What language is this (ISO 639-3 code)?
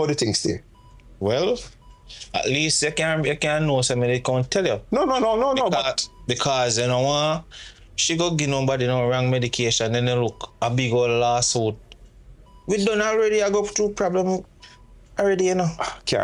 jam